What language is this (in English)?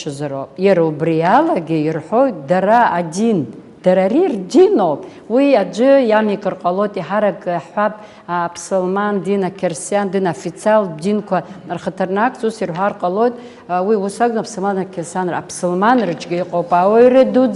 Abkhazian